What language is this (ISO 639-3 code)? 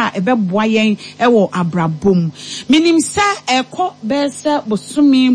aka